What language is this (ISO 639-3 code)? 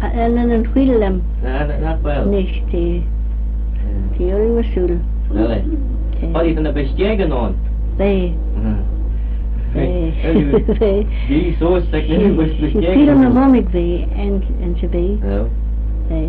glv